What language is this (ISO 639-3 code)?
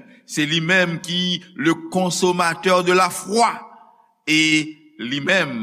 hat